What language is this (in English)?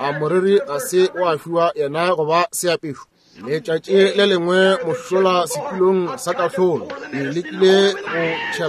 Northern Sotho